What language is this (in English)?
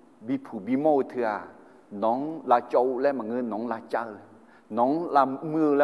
Akha